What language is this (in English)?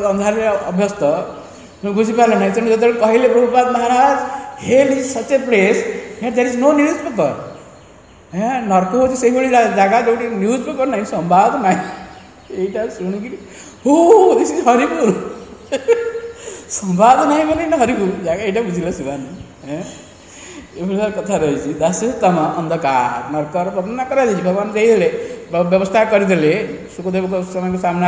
Odia